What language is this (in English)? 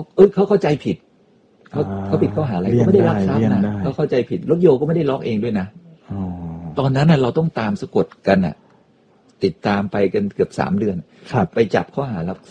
Thai